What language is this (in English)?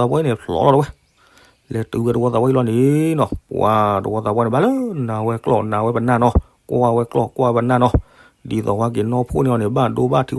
S'gaw Karen